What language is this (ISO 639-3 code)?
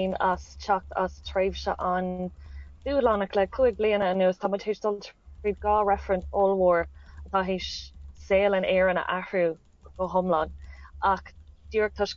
gle